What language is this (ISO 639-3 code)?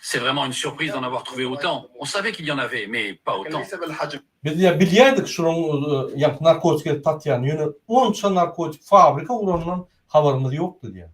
tuk